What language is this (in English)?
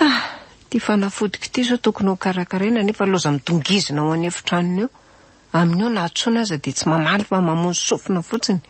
Malagasy